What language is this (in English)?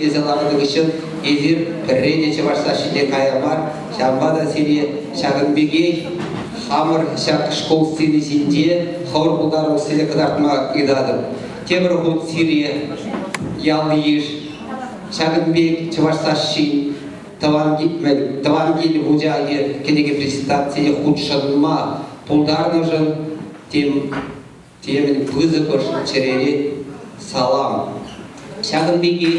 Chuvash